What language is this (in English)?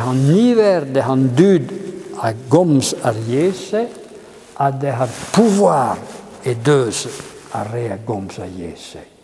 Breton